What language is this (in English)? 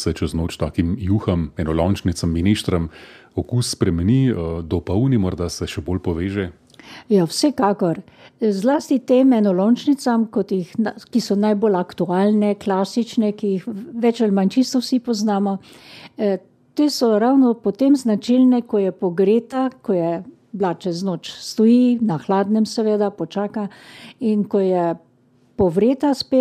Slovenian